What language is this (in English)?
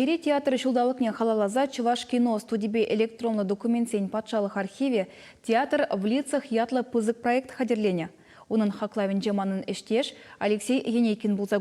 Chuvash